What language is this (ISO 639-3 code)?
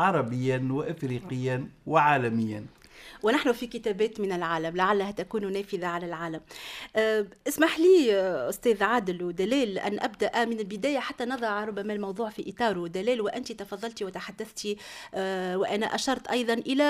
aeb